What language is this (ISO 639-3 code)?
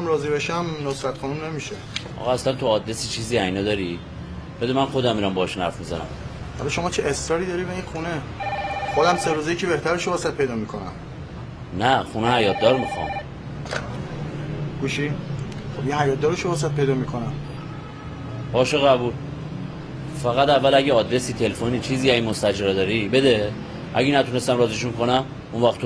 fas